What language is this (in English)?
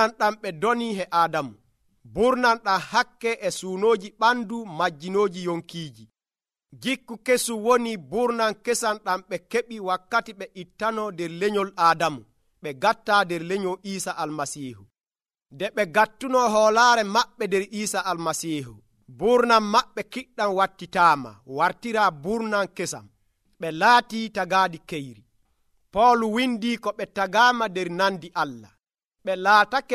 Nigerian Fulfulde